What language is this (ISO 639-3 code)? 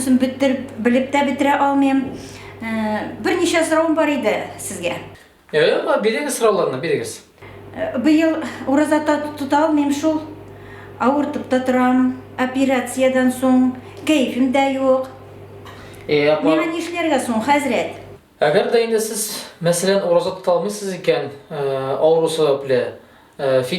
tat